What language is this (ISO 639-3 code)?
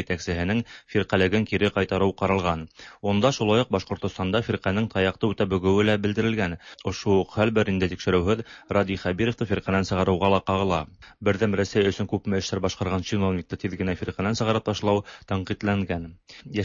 tat